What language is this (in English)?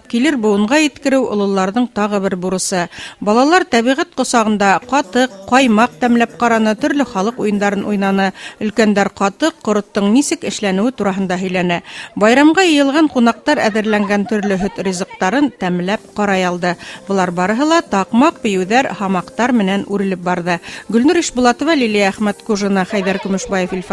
Bashkir